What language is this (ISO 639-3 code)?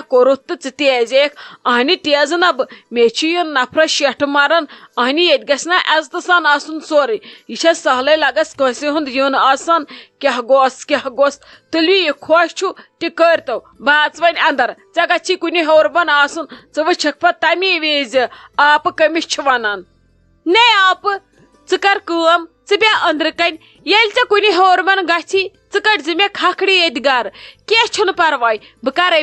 kas